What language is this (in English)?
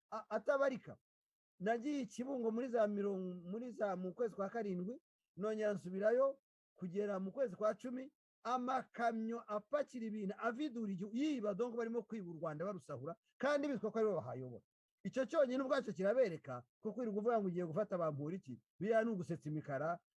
Kinyarwanda